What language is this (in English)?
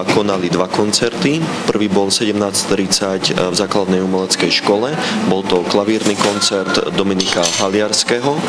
Slovak